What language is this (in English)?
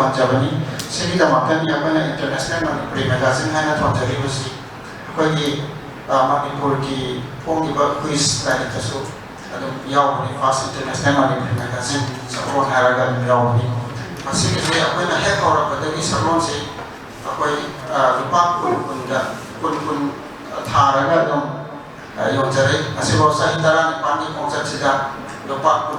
Manipuri